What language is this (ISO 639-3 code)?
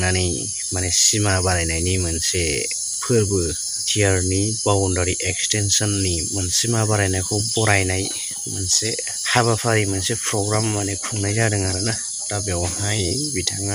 brx